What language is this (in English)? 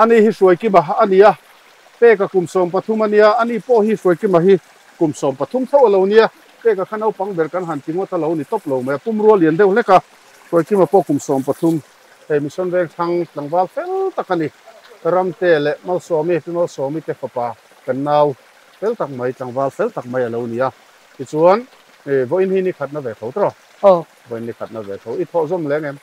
Mizo